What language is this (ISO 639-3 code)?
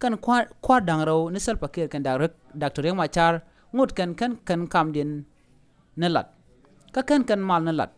nus